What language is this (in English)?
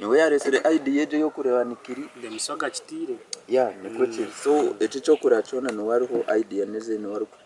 Nyankole